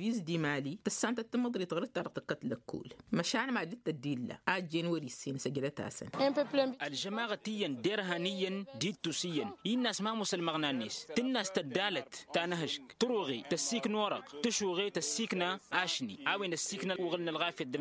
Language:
Tamasheq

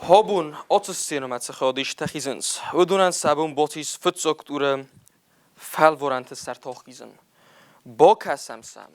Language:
Ossetic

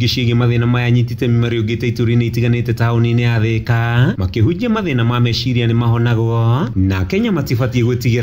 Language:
Kikuyu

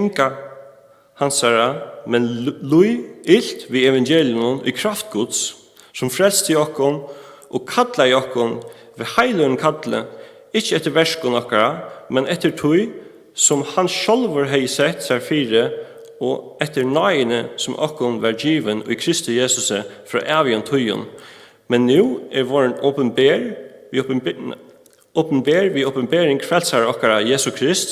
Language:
Faroese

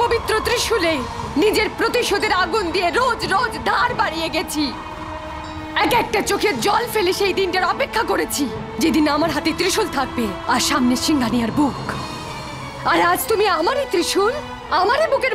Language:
Bangla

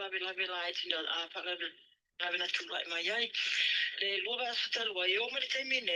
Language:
Samoan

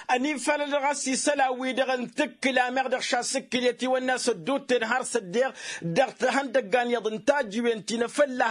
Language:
Tamasheq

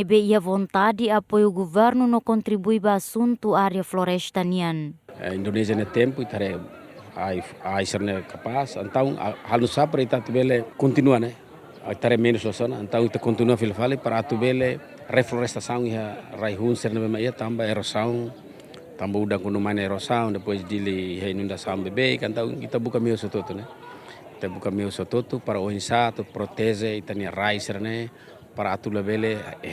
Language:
Tetum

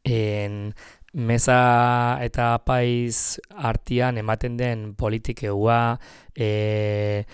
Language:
Basque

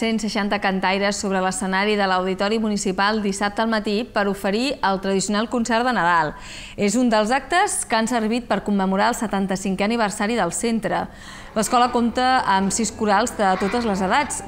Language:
Catalan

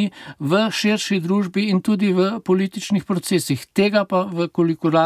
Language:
Slovenian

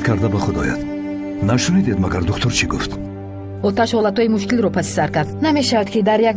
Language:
Tajik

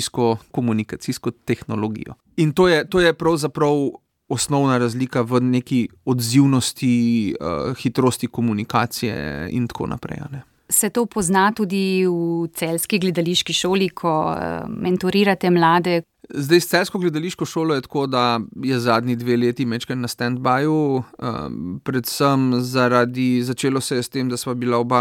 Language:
Slovenian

